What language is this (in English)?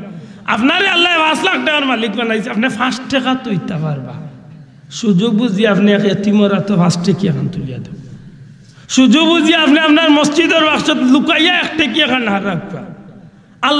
Sylheti